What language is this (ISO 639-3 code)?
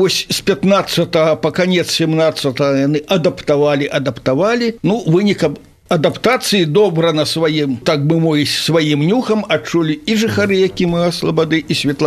bel